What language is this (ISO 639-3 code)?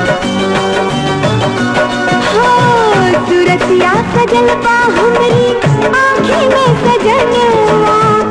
bho